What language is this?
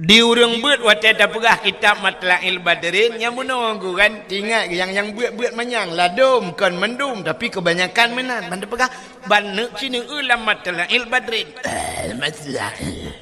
Achinese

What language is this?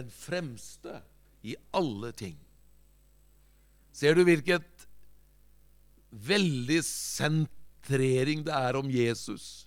Norwegian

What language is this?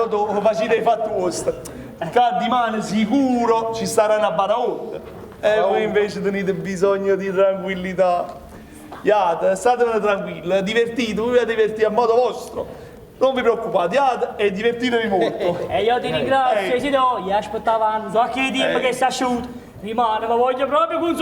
Neapolitan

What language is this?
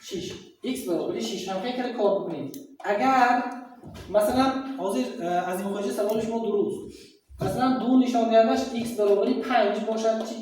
Tajik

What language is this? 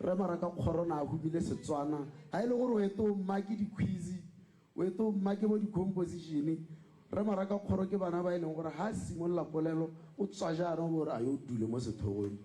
Tswana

